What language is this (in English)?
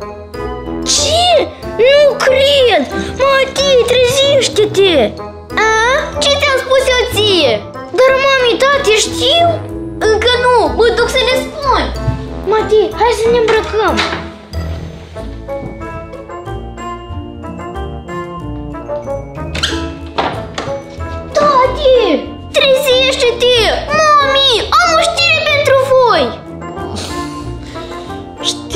Romanian